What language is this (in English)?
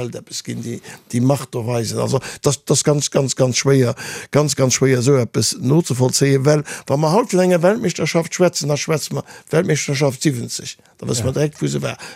Luxembourgish